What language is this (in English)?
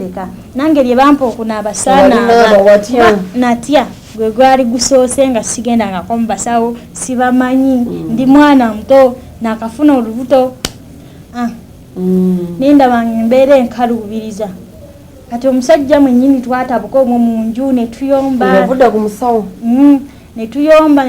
Ganda